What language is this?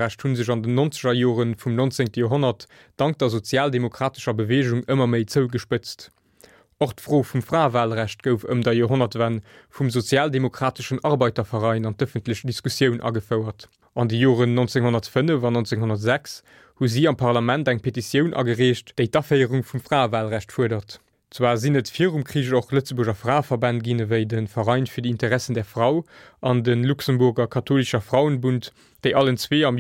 Luxembourgish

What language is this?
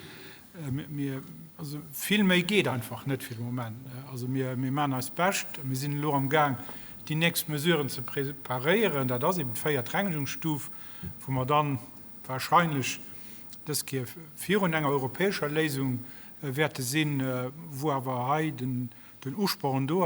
Luxembourgish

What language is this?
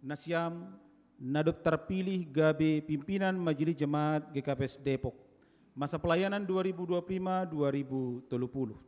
Batak Simalungun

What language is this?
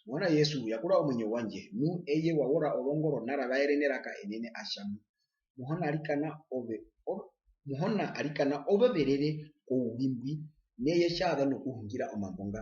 Herero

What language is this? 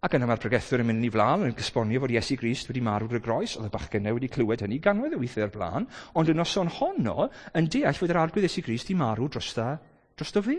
Welsh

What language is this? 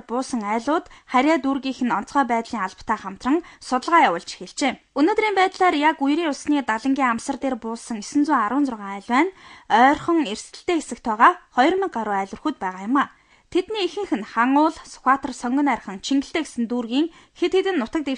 Mongolian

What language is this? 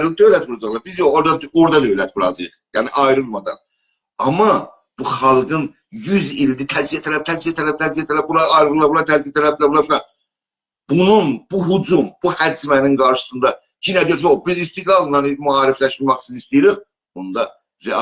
South Azerbaijani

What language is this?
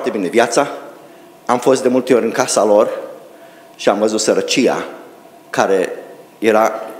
Romanian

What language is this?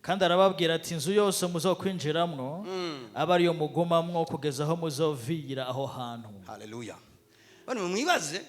Rundi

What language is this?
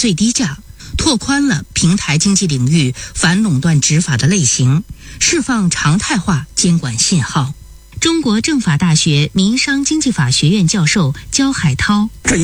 Chinese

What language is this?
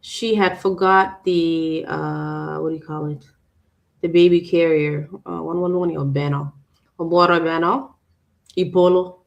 Acoli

